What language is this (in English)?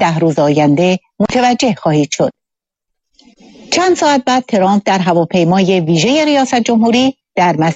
Persian